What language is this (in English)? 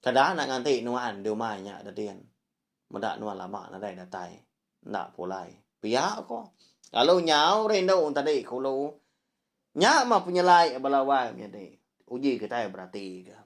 Iban